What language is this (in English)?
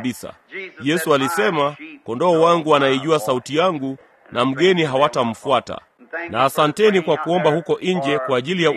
Swahili